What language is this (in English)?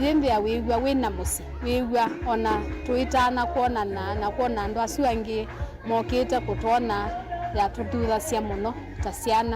Kamba